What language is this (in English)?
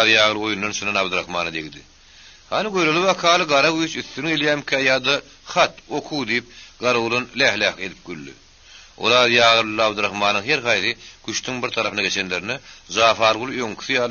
Turkmen